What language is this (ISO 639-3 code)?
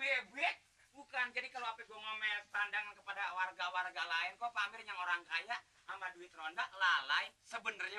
bew